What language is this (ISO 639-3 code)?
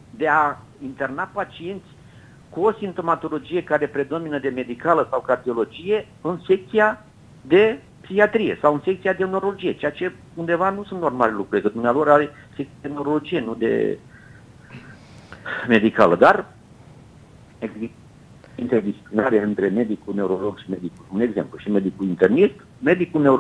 ron